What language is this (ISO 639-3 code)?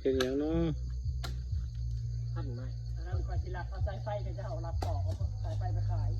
lao